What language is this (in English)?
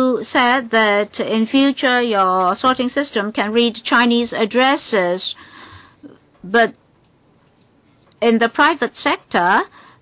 English